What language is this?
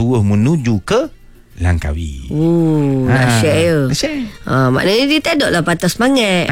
Malay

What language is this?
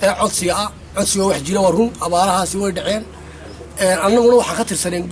Somali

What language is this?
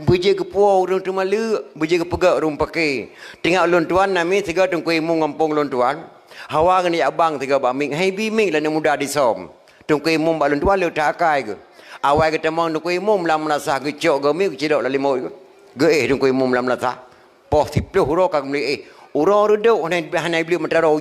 Achinese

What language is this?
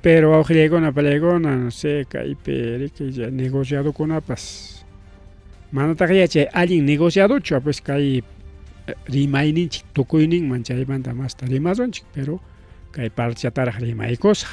Ayacucho Quechua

